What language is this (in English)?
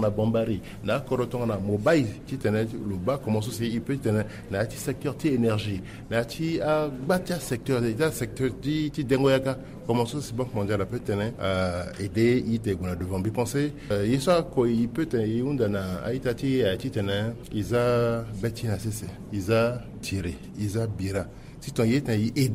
Sango